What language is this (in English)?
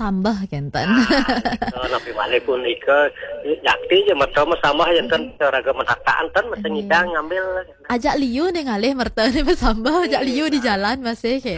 Balinese